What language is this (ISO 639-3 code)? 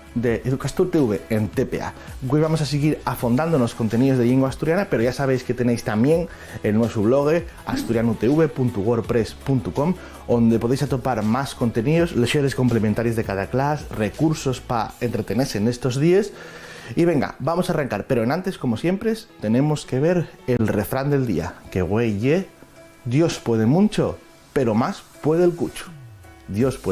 ast